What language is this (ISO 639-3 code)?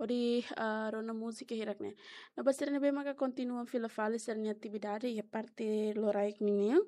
tet